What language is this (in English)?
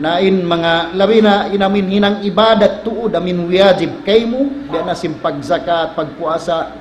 Tausug